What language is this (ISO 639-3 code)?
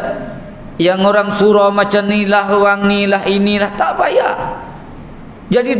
msa